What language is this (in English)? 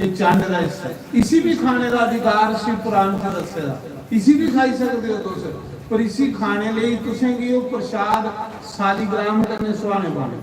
Dogri